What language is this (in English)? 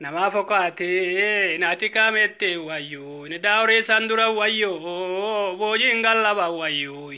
Oromo